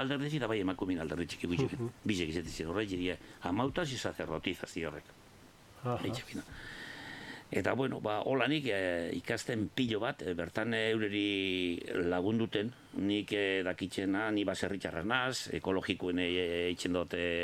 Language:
Basque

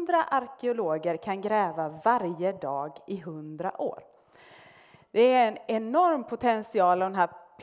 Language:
Swedish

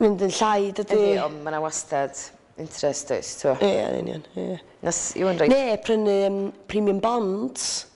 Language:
Welsh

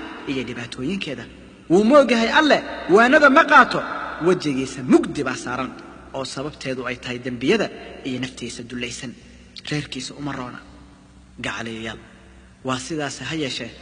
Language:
Somali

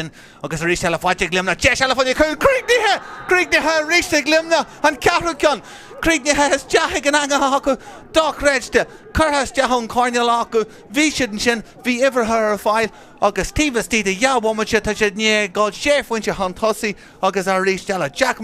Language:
Irish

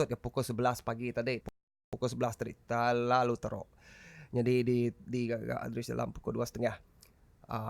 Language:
Iban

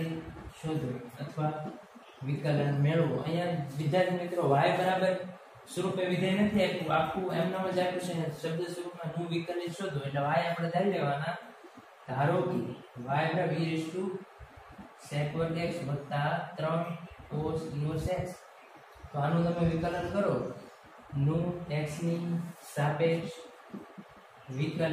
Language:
Gujarati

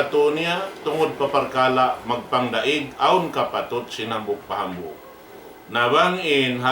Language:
Tausug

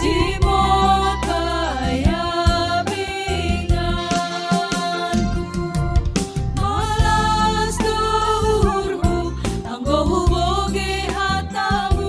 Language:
Batak Simalungun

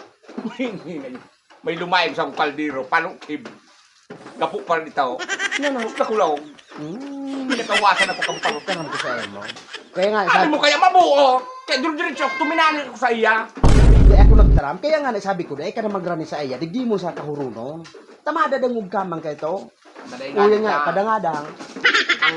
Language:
Bikol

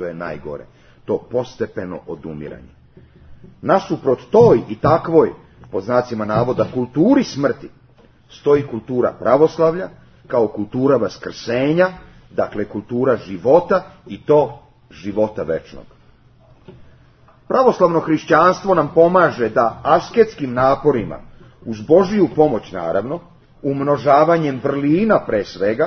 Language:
Serbian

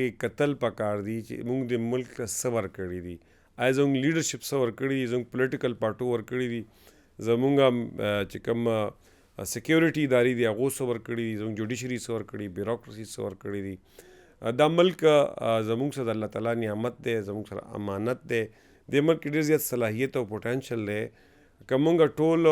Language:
Pashto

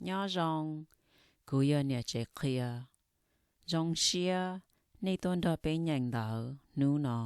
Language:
Hmong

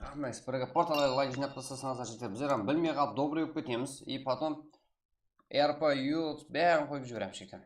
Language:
Kara-Kalpak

